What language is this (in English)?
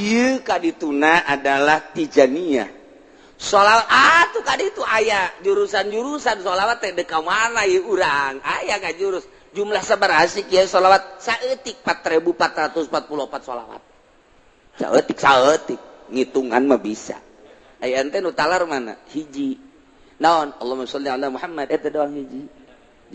Sundanese